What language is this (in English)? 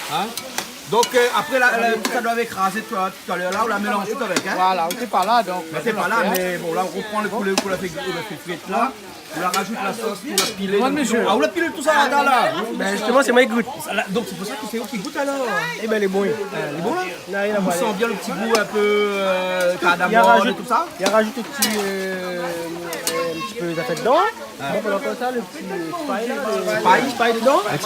Réunion Creole French